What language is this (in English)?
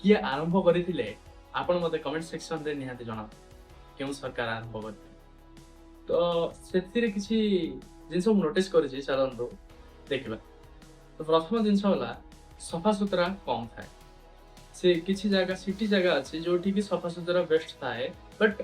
Odia